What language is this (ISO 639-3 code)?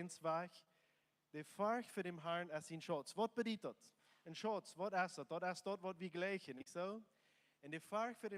pdt